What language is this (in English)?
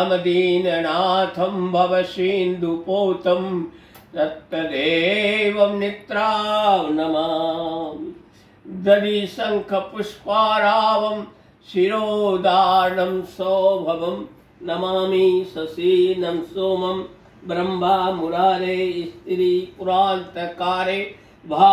Sanskrit